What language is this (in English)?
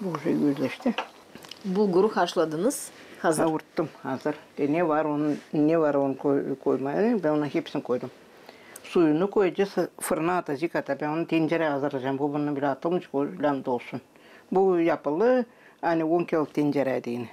Gagauz